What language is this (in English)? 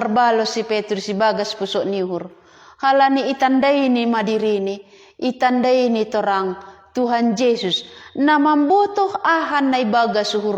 Batak Simalungun